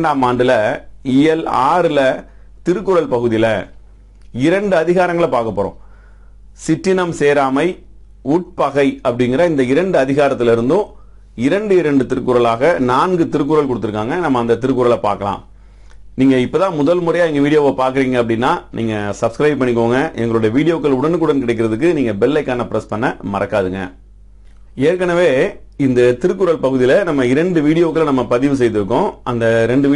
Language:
Tamil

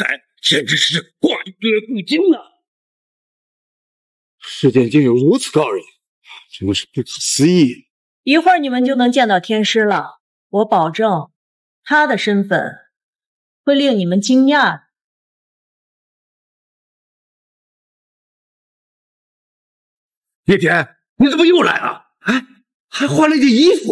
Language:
Chinese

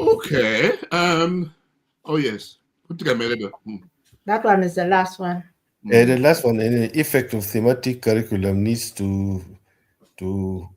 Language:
Acoli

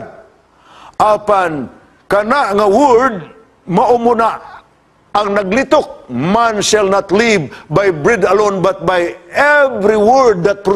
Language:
Cebuano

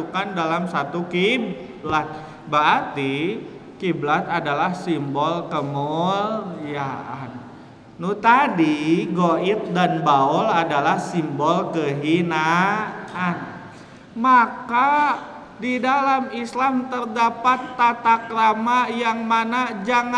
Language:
Indonesian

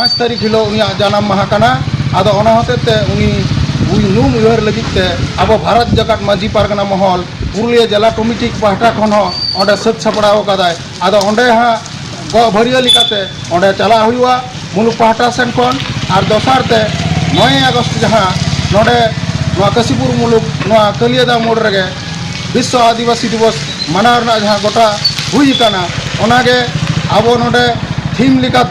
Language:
Santali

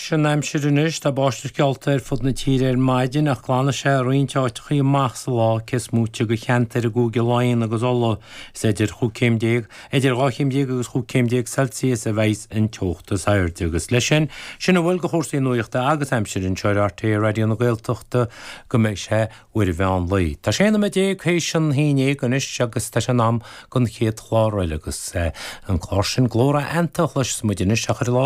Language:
Irish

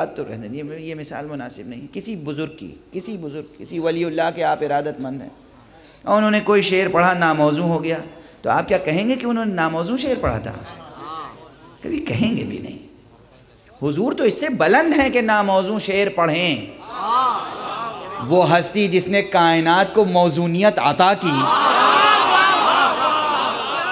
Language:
Urdu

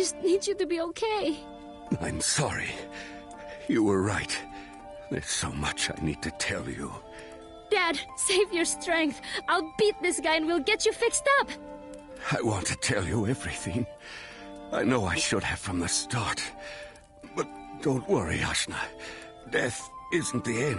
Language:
English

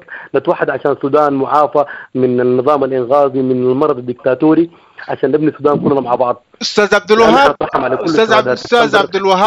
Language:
Sudanese Arabic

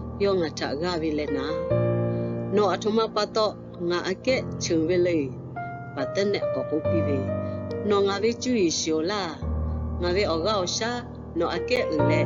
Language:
Lahu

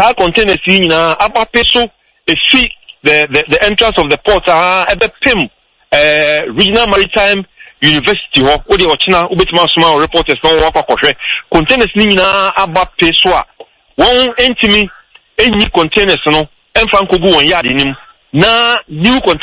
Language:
Akan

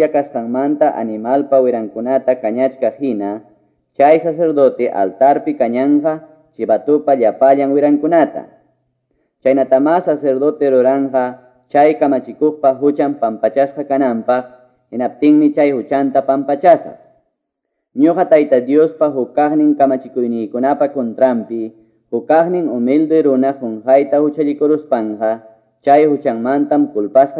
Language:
Quechua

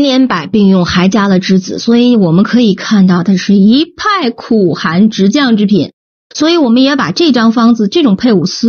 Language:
Chinese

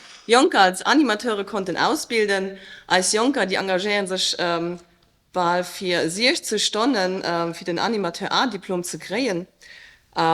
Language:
Luxembourgish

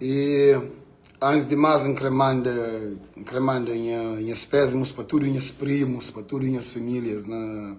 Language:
Kabuverdianu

